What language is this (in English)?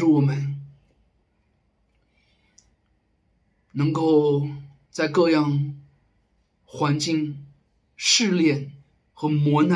Chinese